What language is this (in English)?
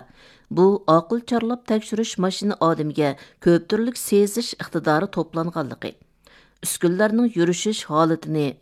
Uyghur